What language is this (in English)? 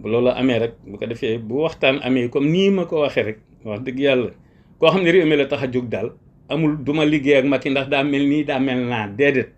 Wolof